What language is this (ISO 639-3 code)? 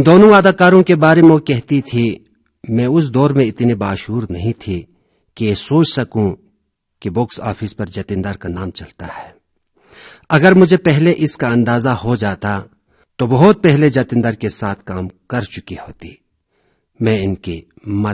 hin